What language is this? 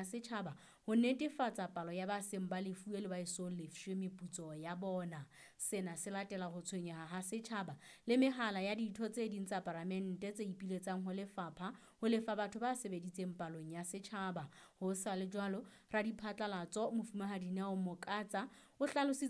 Southern Sotho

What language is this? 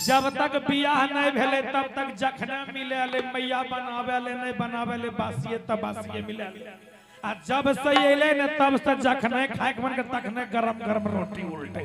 Magahi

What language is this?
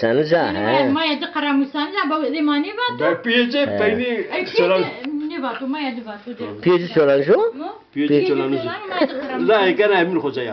Zaza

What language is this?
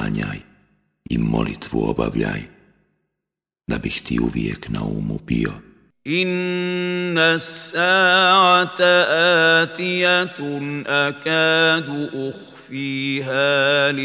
Bosnian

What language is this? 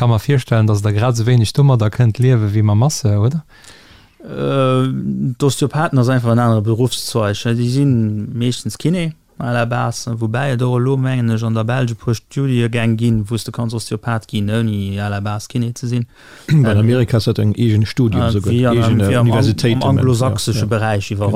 Luxembourgish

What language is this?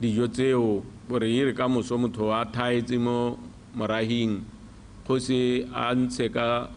Tswana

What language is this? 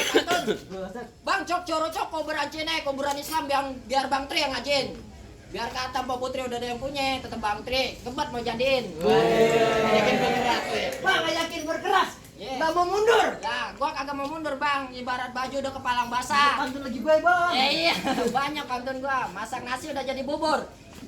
Betawi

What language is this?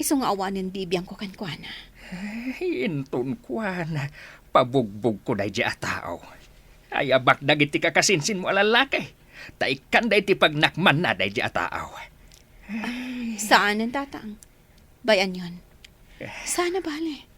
Iloko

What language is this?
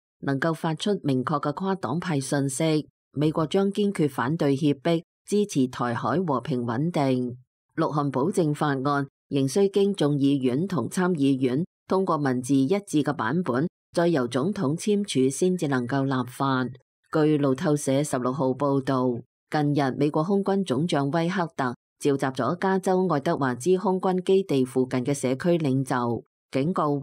Cantonese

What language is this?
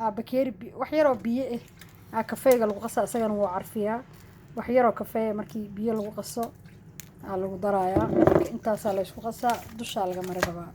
Somali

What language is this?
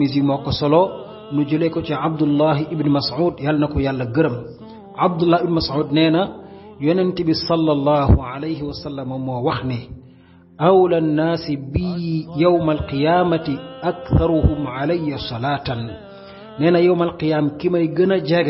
Wolof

